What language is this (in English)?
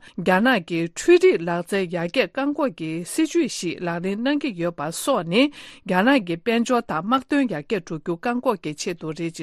Tibetan